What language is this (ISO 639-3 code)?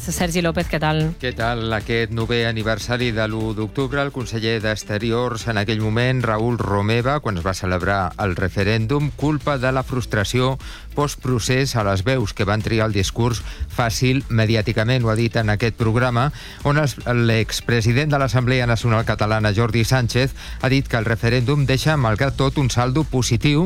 cat